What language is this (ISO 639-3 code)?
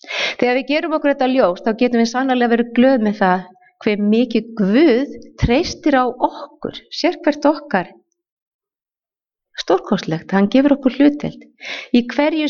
isl